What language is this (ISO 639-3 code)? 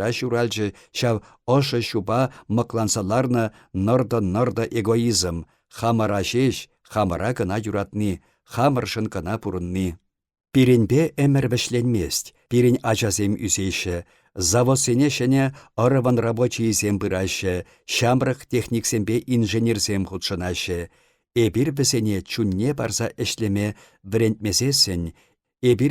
chv